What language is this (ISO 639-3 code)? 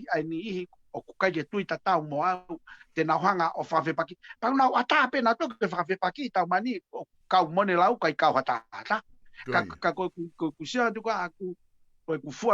ton